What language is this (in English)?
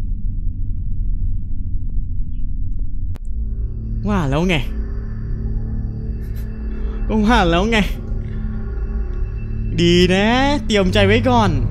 Thai